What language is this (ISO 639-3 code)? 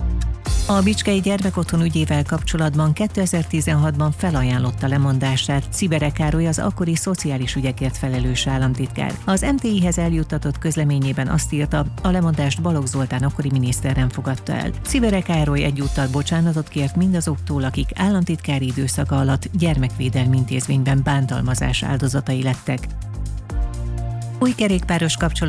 hun